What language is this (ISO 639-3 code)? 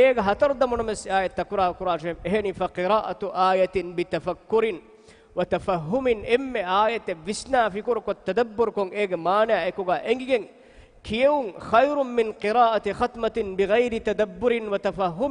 div